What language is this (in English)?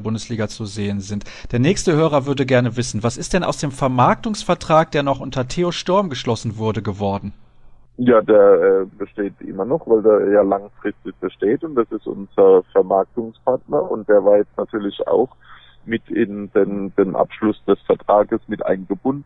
German